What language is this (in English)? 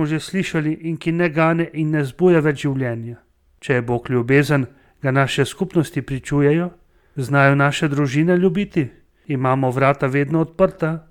Slovenian